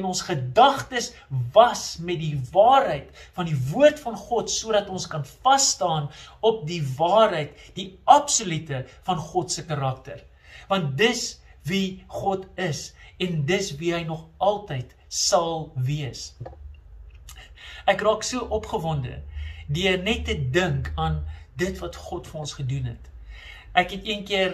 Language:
Afrikaans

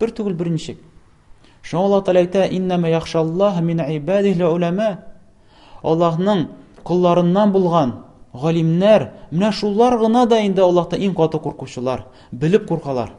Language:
Tatar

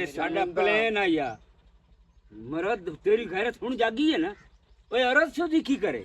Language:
Western Panjabi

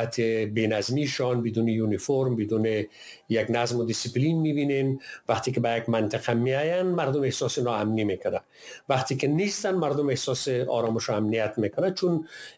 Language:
Persian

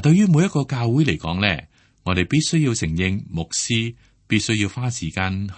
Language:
Cantonese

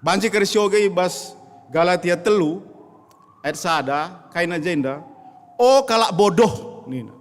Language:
Batak Karo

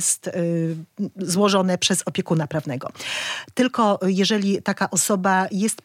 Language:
Polish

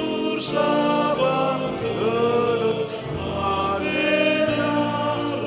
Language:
Batak Karo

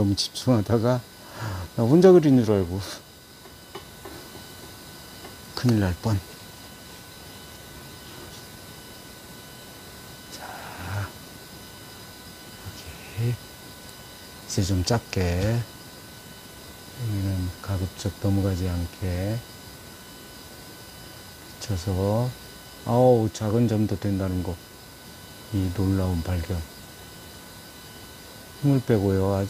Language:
Korean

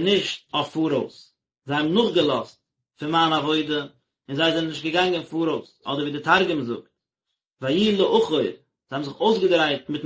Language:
Yiddish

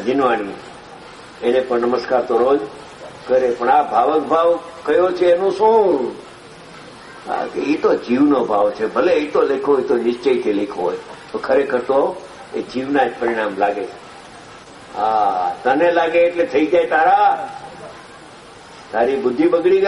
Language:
Gujarati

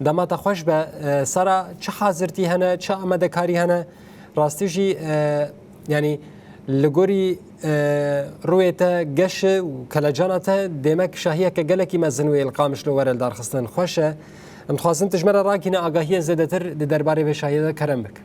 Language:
Kurdish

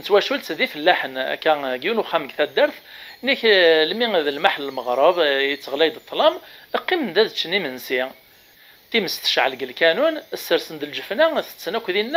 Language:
Kabyle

